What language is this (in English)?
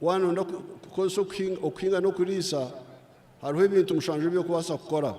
Nyankole